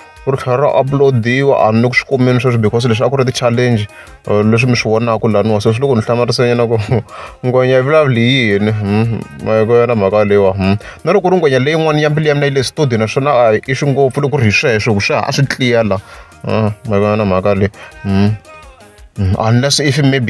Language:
Tsonga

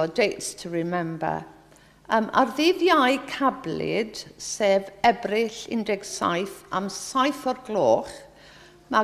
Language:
Welsh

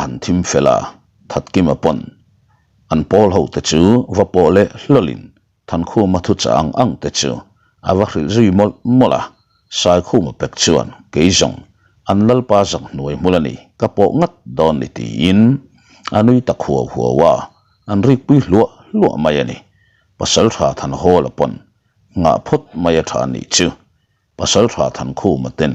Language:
Mizo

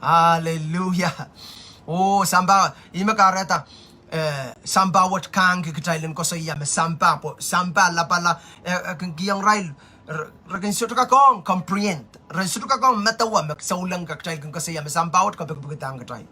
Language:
Pohnpeian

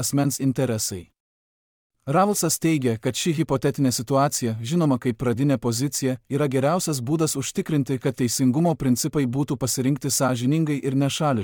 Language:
Lithuanian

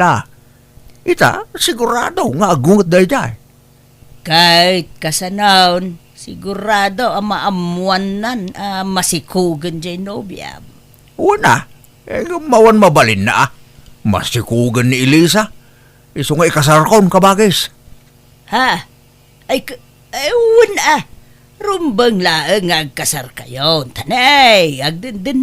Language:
Iloko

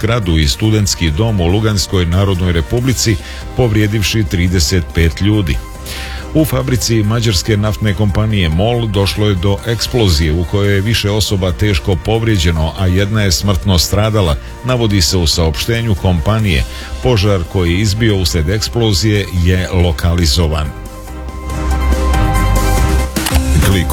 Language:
Serbian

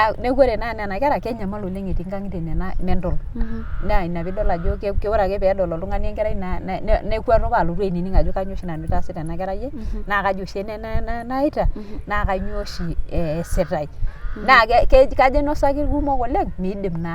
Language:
Masai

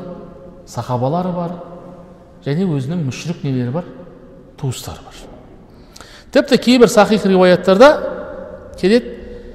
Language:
Kazakh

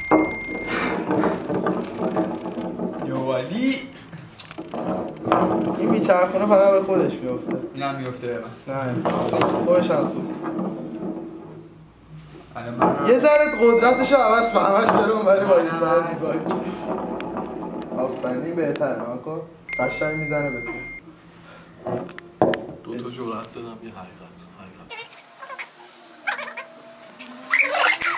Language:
Persian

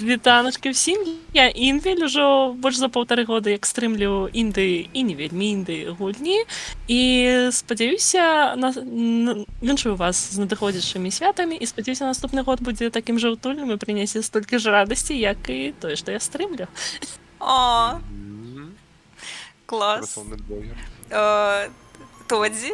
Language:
Belarusian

